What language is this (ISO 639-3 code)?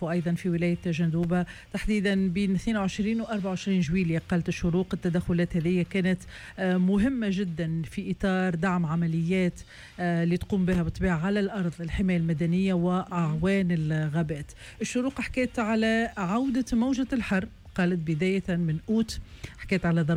aeb